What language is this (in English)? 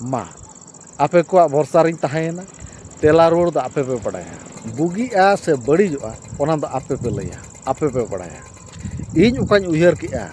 Santali